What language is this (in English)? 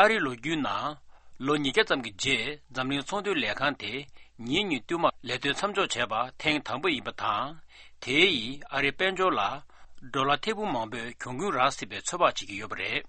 Tibetan